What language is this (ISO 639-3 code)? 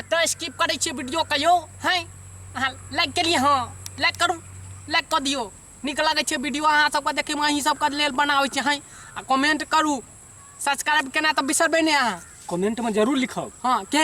mai